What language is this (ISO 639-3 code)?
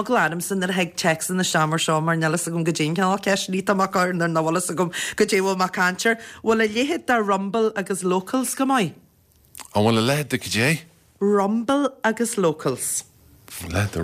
gle